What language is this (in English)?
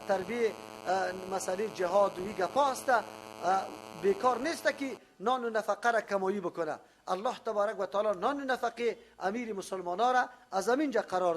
Persian